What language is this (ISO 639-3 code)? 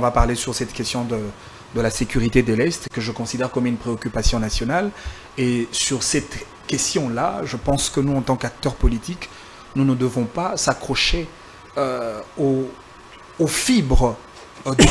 fra